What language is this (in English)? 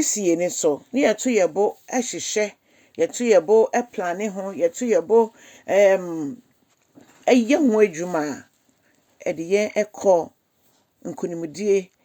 Akan